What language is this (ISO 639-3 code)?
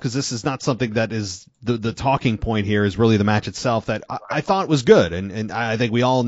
eng